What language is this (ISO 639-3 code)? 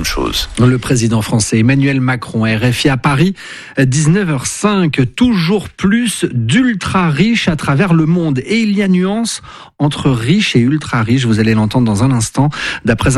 fra